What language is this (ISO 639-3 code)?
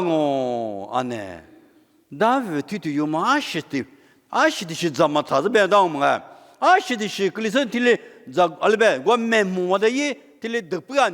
lis